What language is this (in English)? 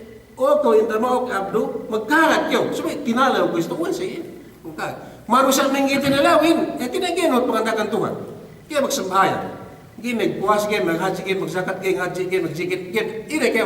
Yakan